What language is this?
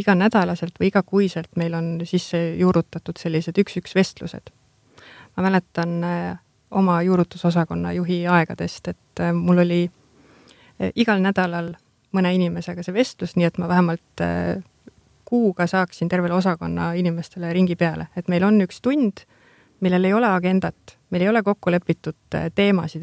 Estonian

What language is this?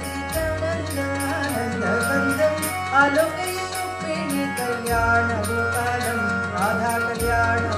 Tamil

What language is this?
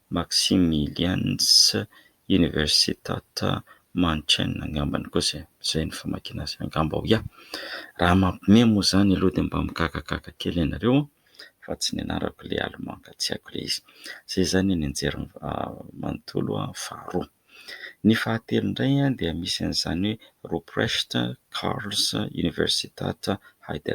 Malagasy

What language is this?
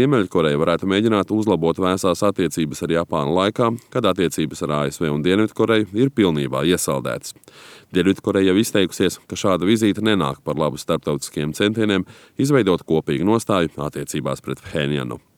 Latvian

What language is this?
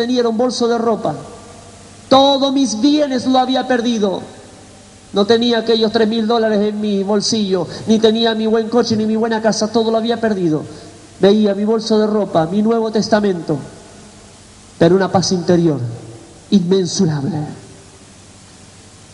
Spanish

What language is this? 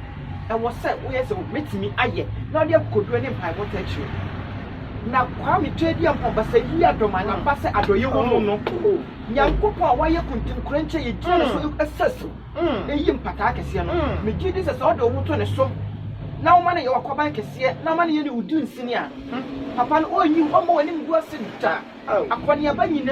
Akan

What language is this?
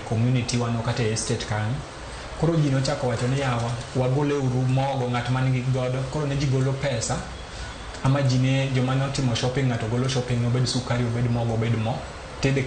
Luo (Kenya and Tanzania)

